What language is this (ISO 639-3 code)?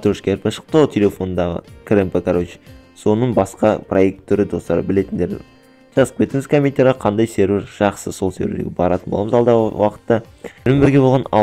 kaz